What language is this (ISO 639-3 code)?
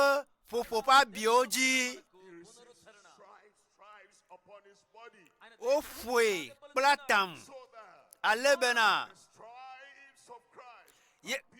ewe